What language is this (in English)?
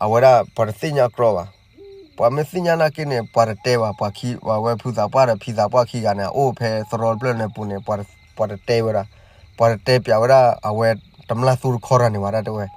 S'gaw Karen